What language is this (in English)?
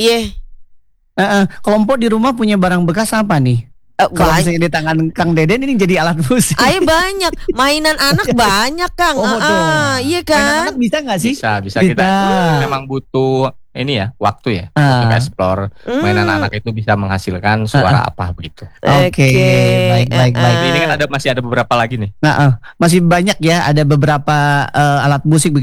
Indonesian